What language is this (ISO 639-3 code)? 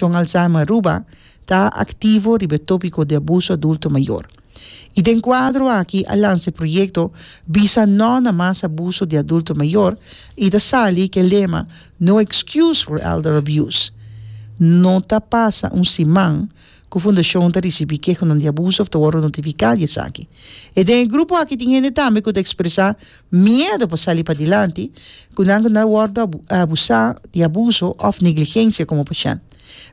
pap